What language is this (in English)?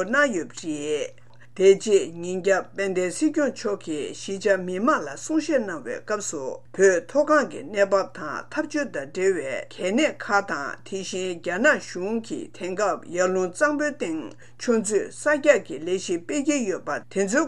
Tibetan